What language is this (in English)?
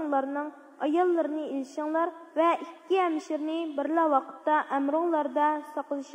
Uyghur